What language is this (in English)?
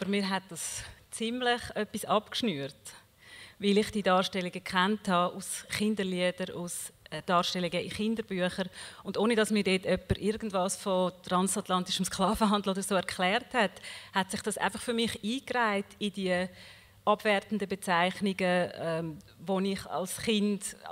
Swiss German